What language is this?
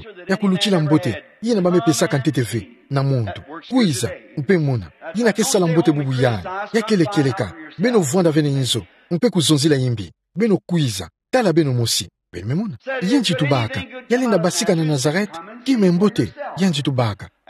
Kituba (Democratic Republic of Congo)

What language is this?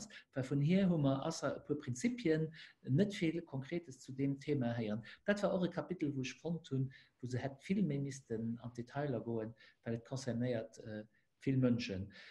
Luxembourgish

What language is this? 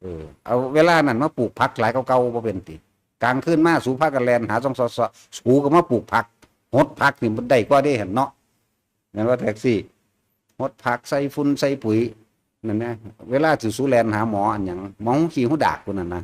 Northeastern Thai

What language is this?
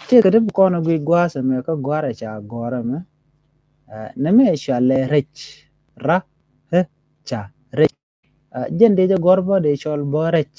Nuer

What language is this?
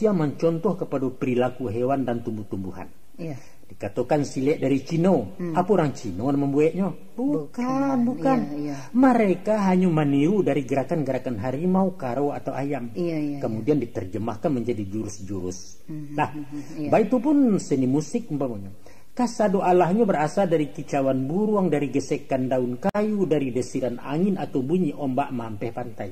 Minangkabau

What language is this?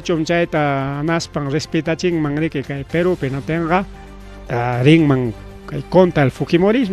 Ayacucho Quechua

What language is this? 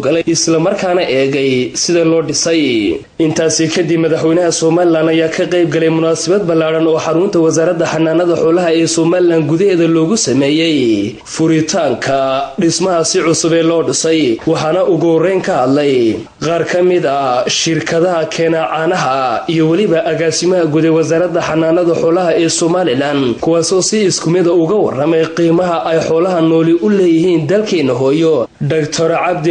Somali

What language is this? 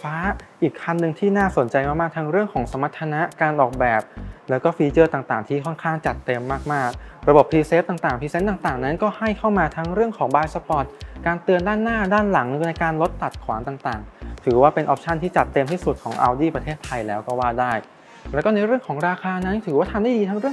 Thai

